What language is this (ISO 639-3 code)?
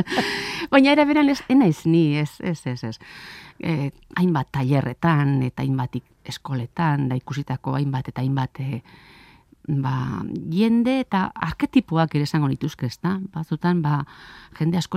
eus